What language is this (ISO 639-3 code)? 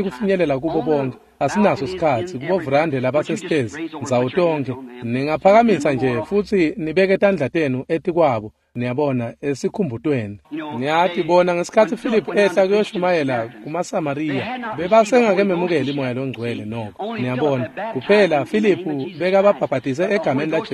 ssw